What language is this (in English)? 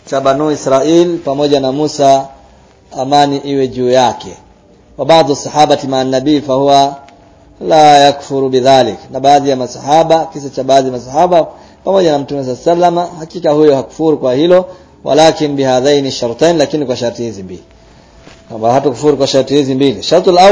Swahili